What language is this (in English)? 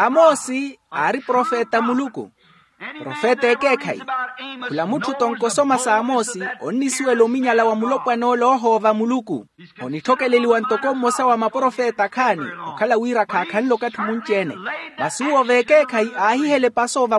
Makhuwa